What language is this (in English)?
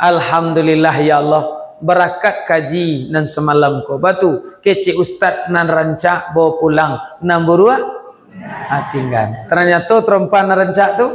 Minangkabau